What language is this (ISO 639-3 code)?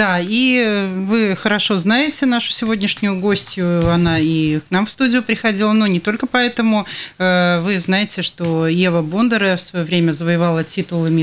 rus